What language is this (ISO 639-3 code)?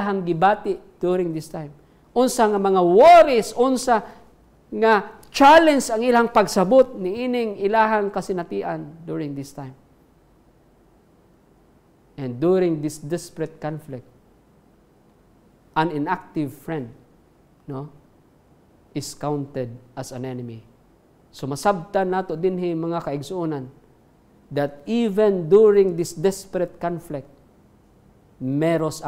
ceb